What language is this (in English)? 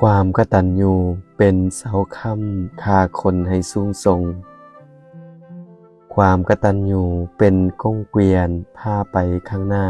Lao